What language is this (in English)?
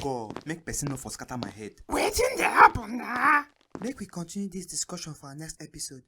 Nigerian Pidgin